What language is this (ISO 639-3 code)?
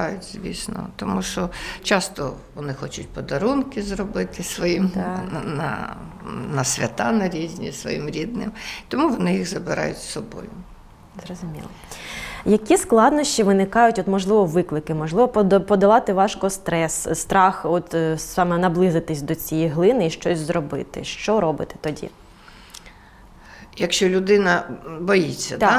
ukr